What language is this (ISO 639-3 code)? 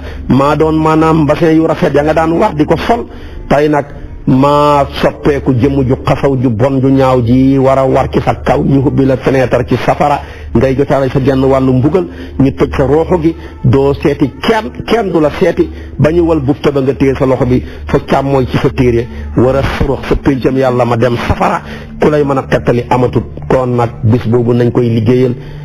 wol